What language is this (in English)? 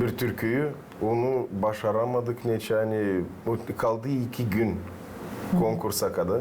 Gagauz